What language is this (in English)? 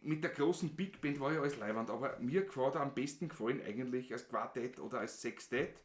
Bavarian